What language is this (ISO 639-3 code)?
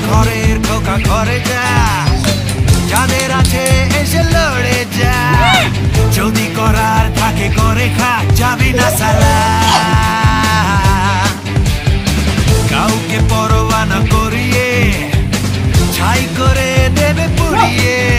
ben